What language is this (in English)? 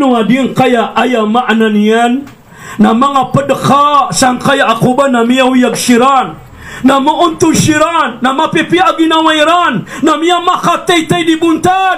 Maranao